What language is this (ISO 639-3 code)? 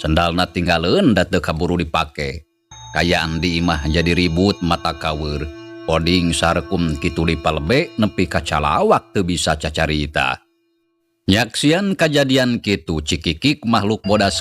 sun